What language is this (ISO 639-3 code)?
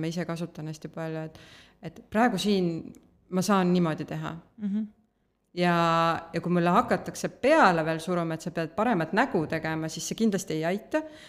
est